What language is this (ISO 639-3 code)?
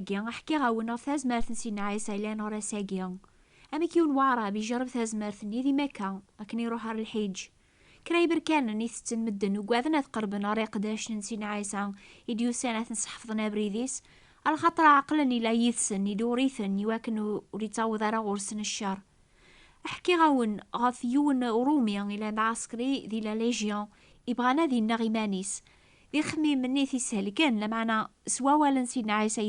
kab